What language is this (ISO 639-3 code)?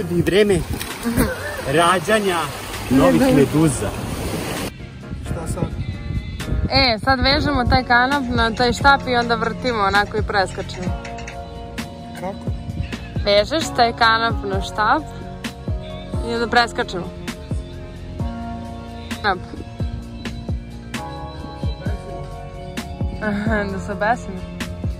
srp